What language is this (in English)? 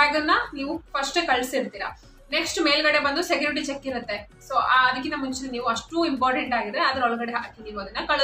Kannada